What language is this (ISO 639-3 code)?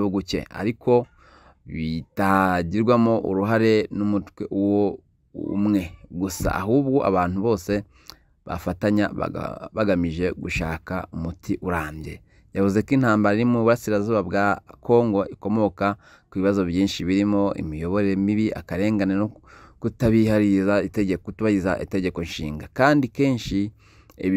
kin